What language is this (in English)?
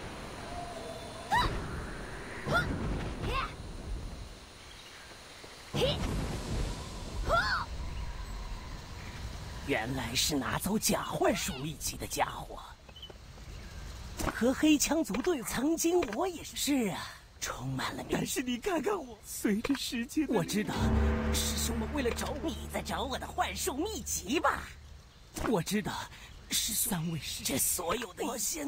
Chinese